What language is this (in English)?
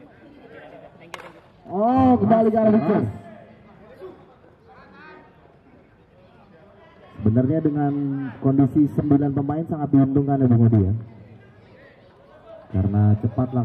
Indonesian